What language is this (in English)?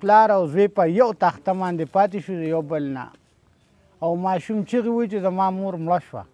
Pashto